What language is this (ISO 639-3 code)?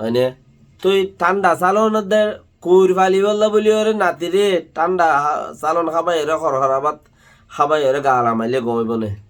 rhg